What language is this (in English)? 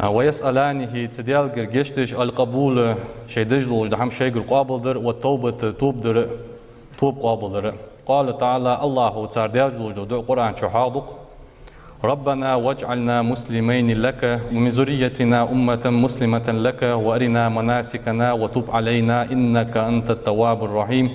Ingush